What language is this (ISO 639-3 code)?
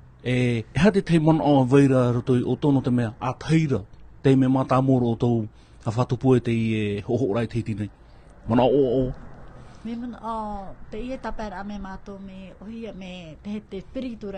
tah